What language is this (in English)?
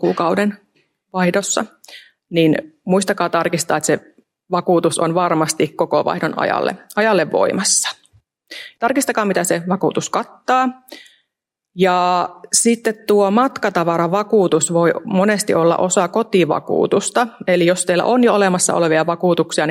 Finnish